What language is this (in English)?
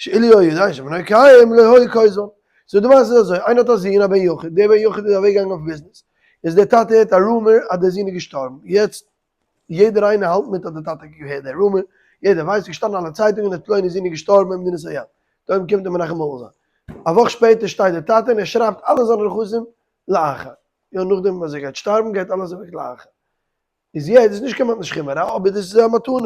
Yiddish